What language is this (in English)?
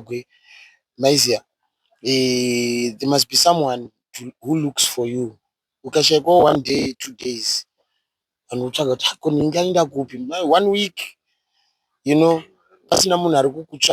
Shona